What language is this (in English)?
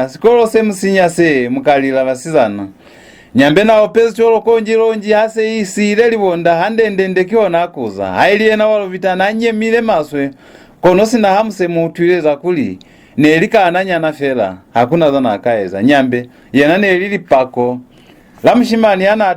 Lozi